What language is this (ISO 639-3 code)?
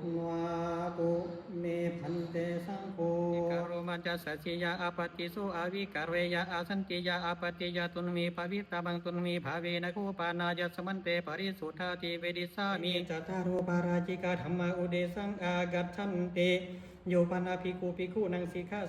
pli